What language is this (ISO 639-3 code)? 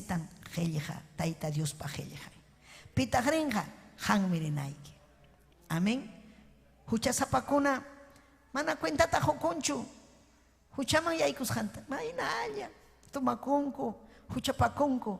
quy